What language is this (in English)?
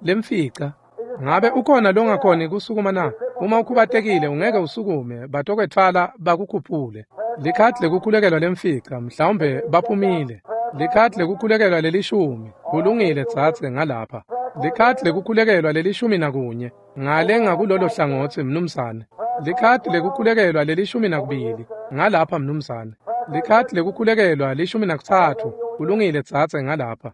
Swati